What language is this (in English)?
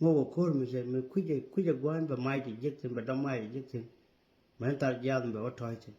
Nuer